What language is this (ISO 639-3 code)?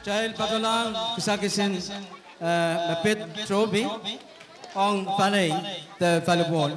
pon